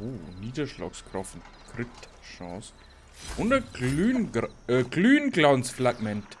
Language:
Bavarian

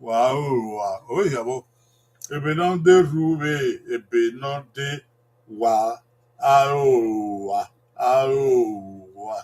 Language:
Bini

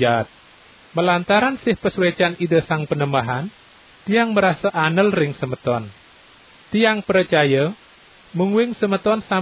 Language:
Balinese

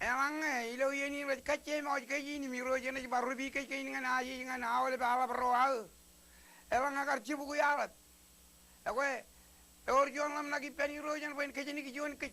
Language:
Marshallese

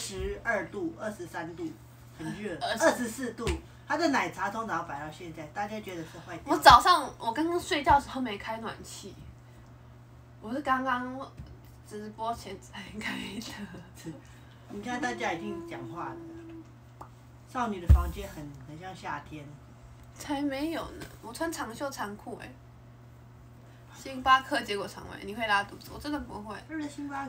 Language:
Chinese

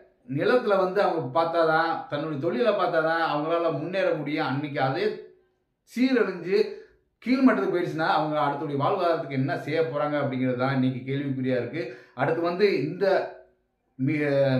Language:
Tamil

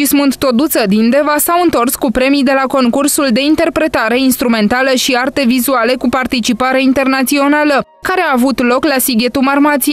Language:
Romanian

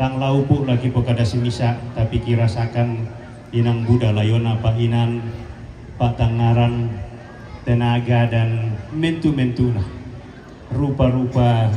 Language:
Toraja-Sa'dan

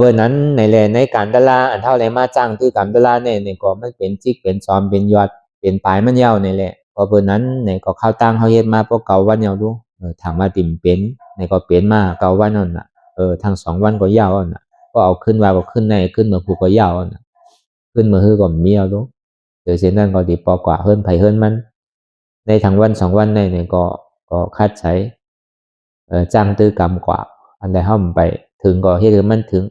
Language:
Shan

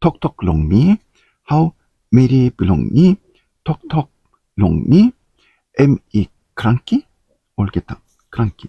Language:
Tok Pisin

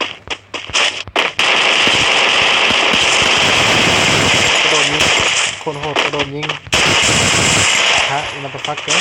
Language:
Lao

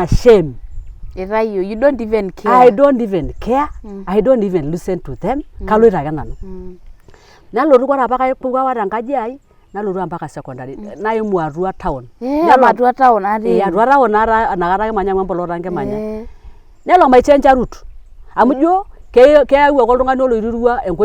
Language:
Masai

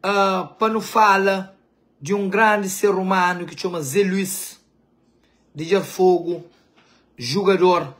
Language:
Kabuverdianu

